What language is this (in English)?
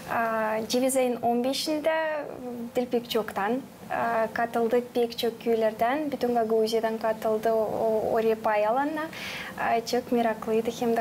Gagauz